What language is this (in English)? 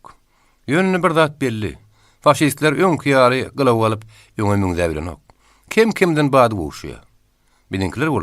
Turkmen